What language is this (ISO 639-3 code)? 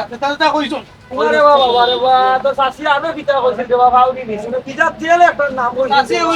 syl